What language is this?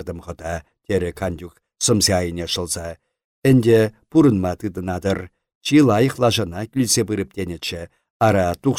Chuvash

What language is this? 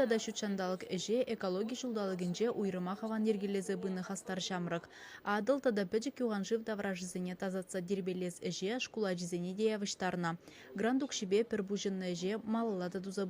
Chuvash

